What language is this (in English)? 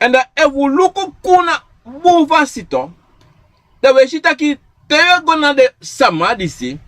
Sranan Tongo